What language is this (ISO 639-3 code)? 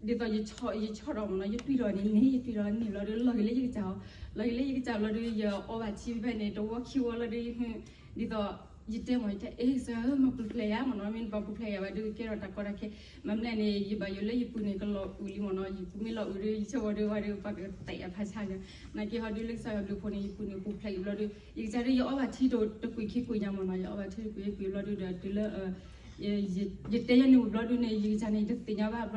ksw